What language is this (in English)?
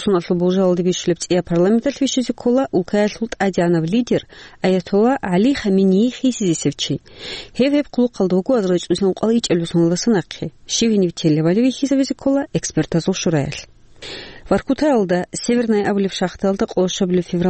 Avaric